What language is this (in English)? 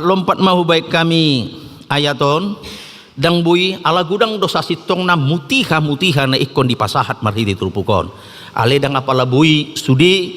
Batak Toba